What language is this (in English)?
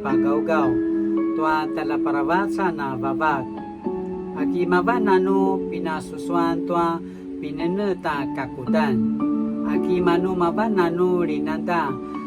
Paiwan